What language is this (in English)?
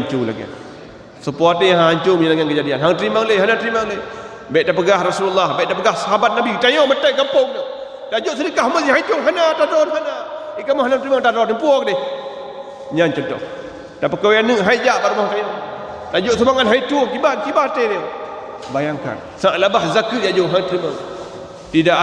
Achinese